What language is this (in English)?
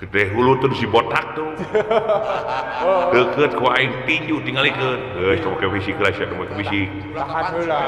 Sundanese